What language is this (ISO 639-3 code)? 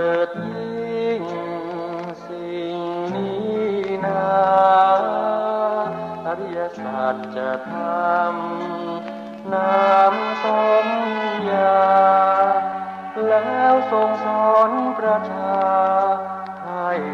tha